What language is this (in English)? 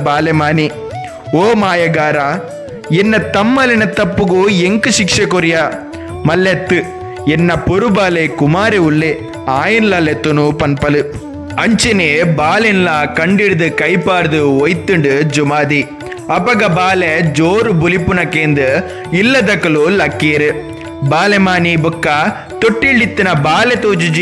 Tulu